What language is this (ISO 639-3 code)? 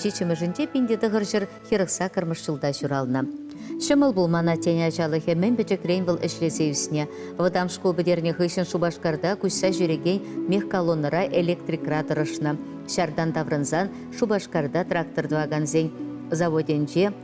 chv